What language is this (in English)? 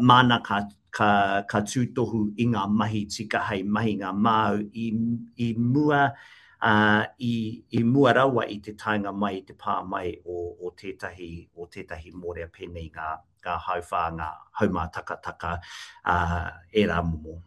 Māori